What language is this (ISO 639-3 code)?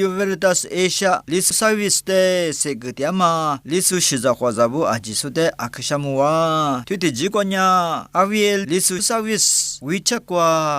lis